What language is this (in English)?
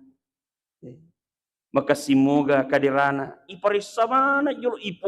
Buginese